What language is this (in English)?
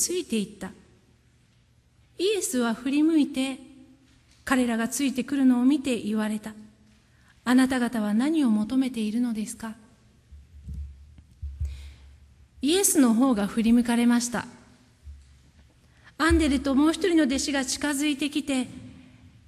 Japanese